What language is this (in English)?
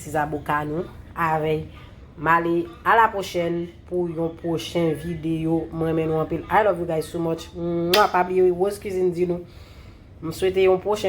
Haitian Creole